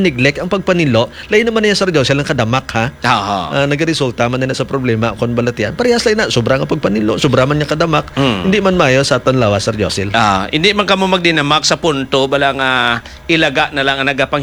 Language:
Hiligaynon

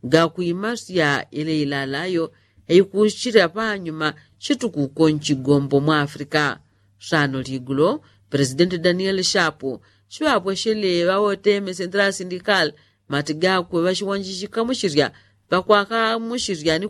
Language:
Yao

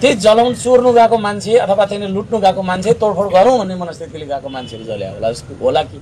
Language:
Nepali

